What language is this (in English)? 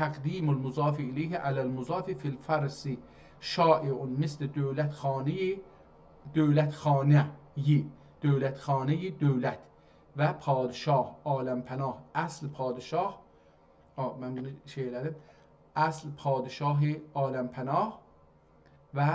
South Azerbaijani